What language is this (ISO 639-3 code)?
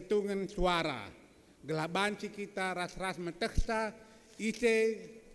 btx